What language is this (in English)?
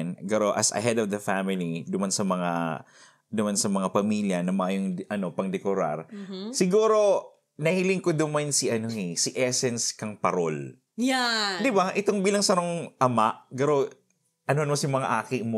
Bikol